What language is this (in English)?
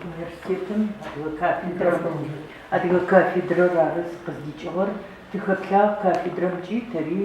Adyghe